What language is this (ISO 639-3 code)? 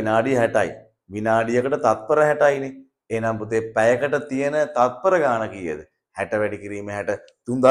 sin